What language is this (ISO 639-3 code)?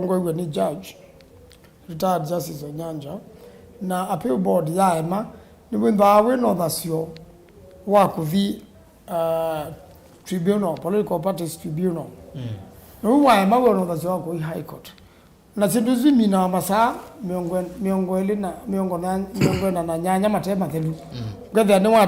kam